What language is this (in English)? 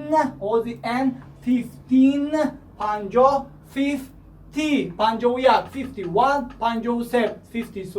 Tajik